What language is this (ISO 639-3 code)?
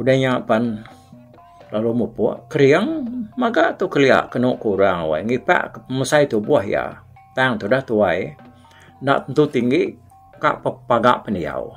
iba